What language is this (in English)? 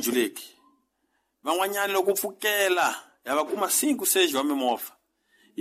Tsonga